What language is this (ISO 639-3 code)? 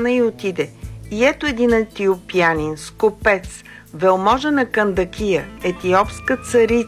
bul